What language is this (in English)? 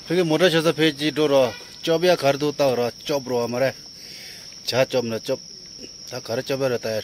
Tibetan